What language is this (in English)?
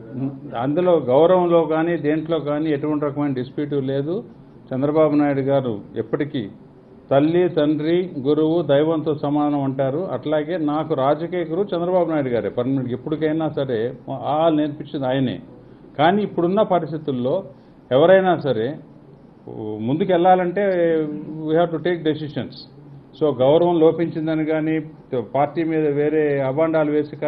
Telugu